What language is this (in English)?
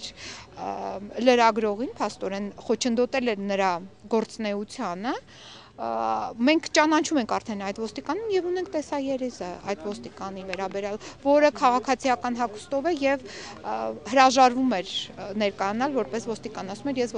Armenian